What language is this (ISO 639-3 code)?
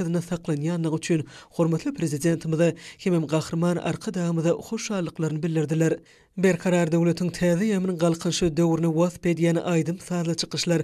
tuk